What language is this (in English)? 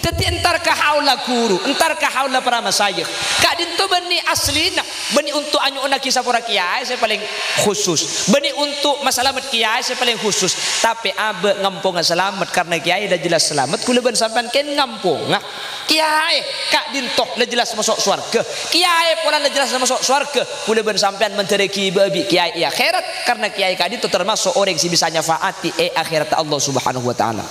Madurese